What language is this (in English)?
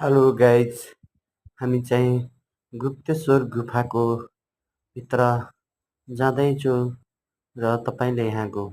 Nepali